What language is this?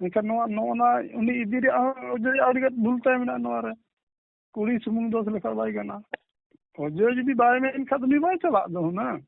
Santali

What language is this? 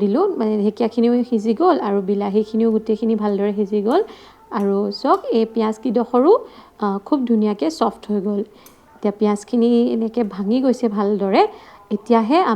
Assamese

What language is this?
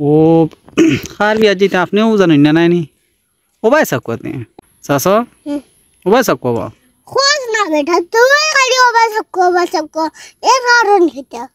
Sylheti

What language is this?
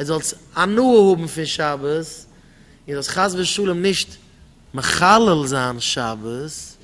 Yiddish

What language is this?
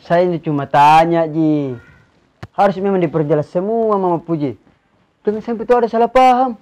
Makassar Malay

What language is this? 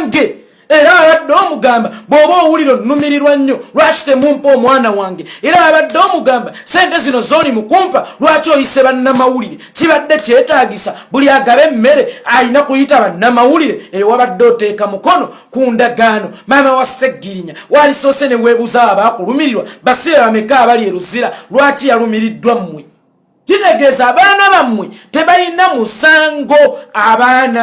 Ganda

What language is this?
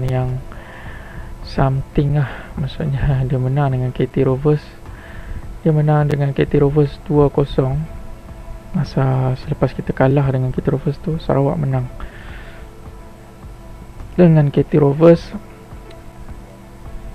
Malay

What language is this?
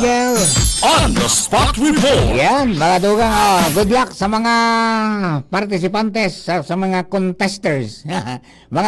Bikol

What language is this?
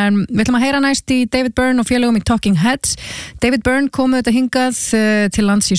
Icelandic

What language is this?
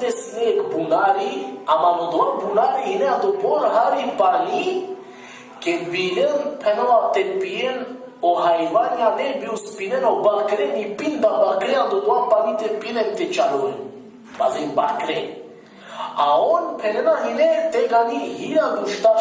Balkan Romani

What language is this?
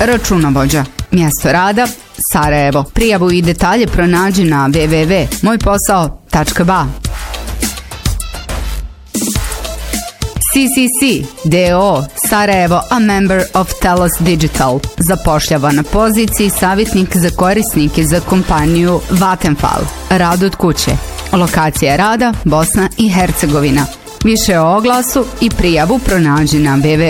Bosnian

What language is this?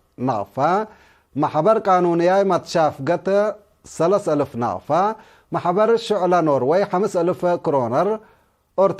Tigre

